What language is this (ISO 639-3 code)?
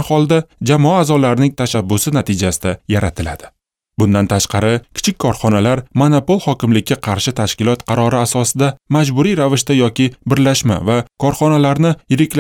uzb